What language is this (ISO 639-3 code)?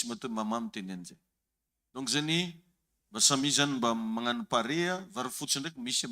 mlg